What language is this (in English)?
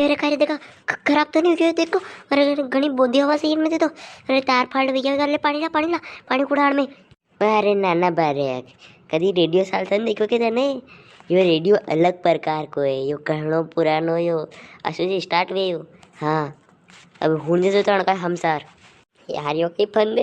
Rajasthani